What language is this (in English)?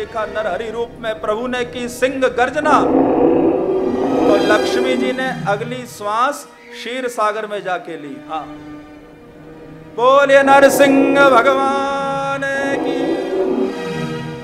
Hindi